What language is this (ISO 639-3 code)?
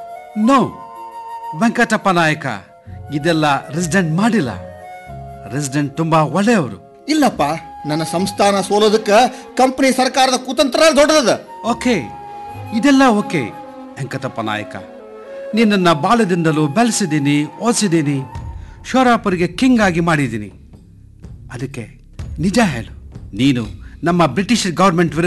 kan